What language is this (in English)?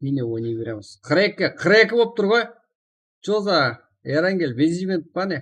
Kara-Kalpak